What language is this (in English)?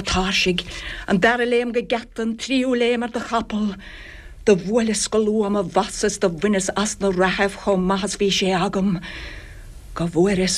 Irish